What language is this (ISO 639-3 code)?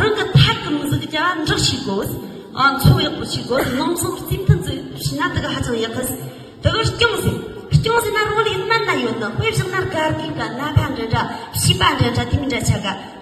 bod